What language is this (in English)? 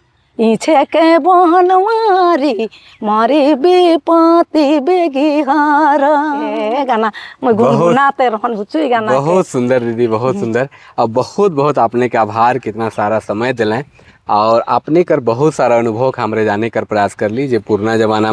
Sadri